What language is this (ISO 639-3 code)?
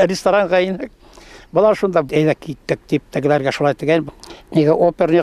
bak